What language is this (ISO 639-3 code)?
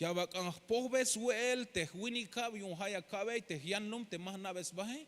tzh